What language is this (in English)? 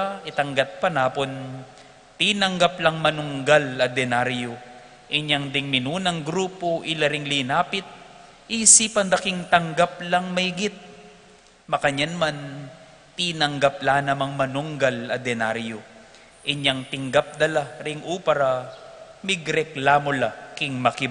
Pampanga